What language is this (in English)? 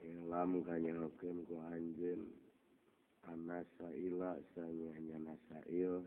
Sundanese